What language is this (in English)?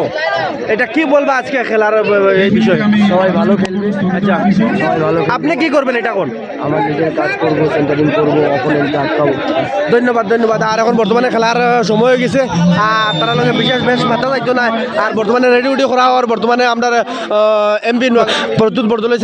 Sylheti